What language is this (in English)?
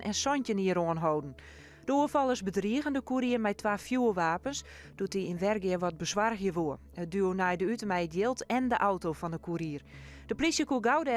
Western Frisian